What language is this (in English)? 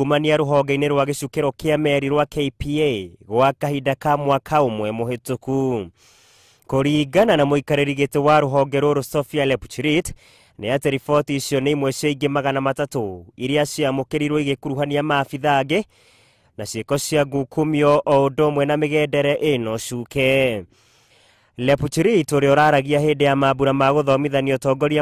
Kikuyu